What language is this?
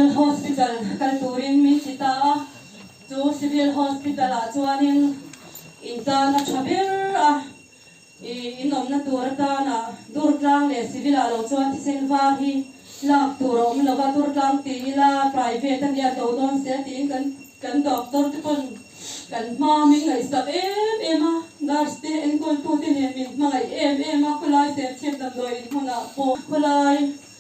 Mizo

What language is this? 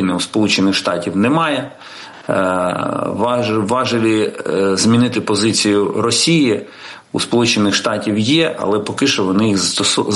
Ukrainian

